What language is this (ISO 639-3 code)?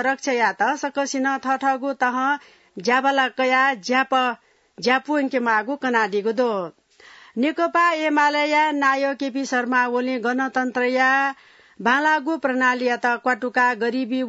new